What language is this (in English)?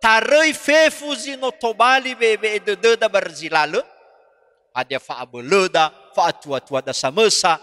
Nias